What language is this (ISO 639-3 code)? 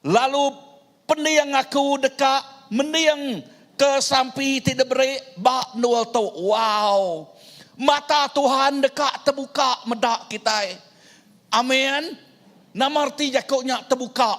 iba